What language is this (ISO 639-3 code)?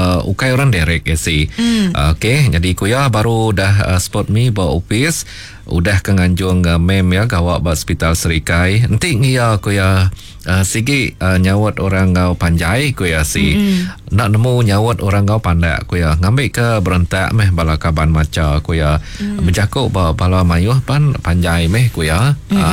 iba